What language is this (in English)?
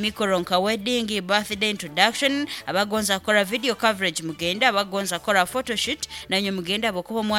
Nyankole